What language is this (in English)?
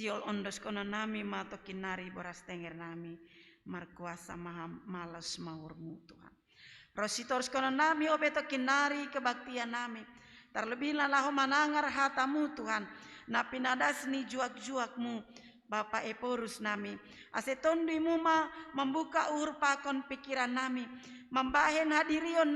Batak Simalungun